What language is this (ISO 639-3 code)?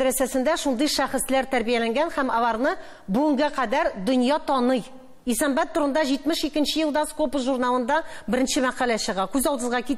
tat